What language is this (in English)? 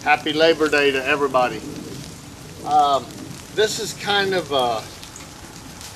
English